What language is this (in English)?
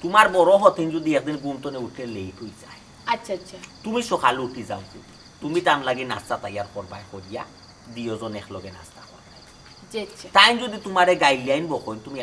Sylheti